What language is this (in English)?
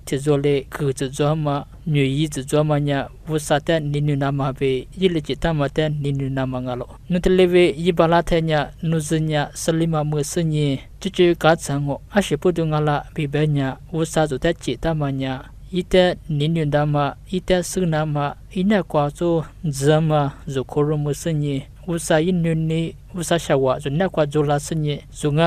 Lisu